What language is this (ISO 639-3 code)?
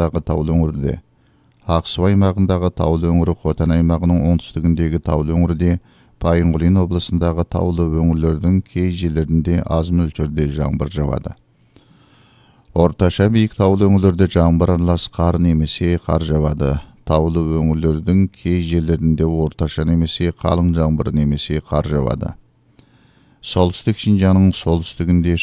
kaz